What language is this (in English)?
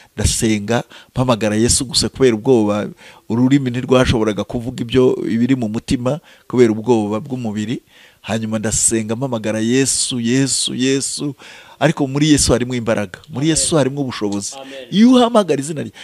Kinyarwanda